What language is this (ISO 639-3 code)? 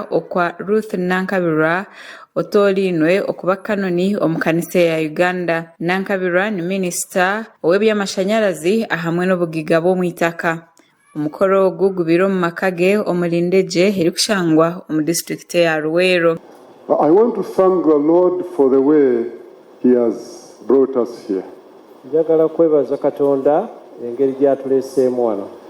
nyn